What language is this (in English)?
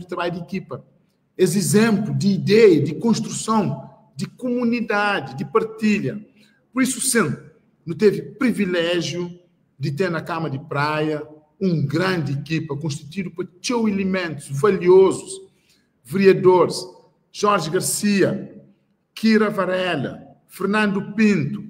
Kabuverdianu